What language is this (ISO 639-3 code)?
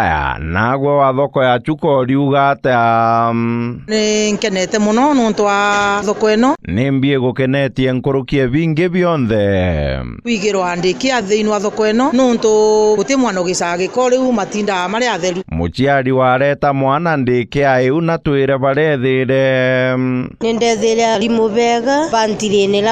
mer